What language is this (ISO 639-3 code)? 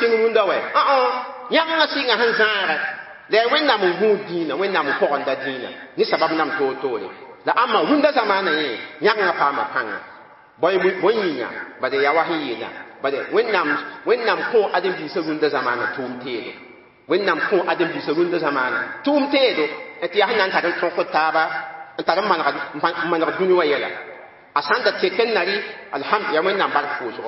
mos